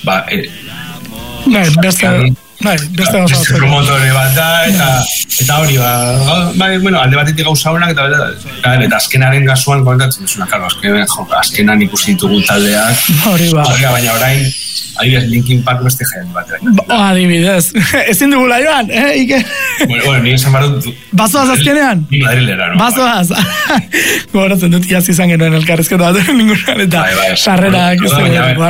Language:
Basque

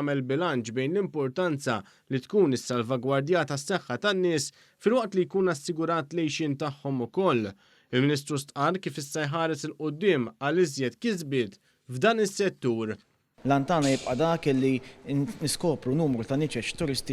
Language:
Maltese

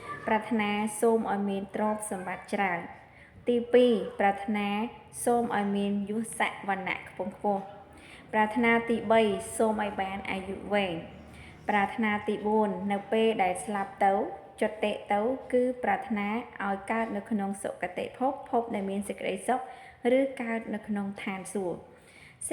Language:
Khmer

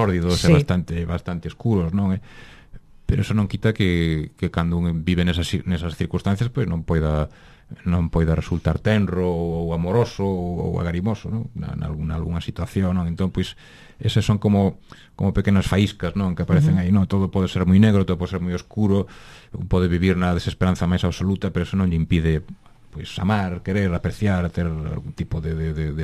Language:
Galician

